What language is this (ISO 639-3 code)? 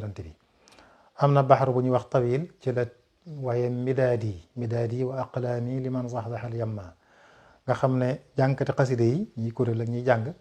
wol